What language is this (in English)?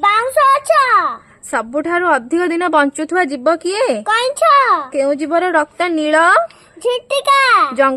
Odia